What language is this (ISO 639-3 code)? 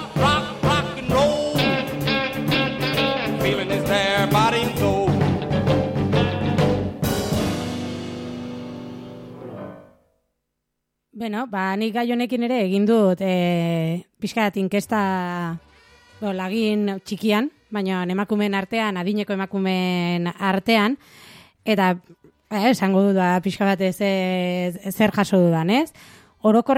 eus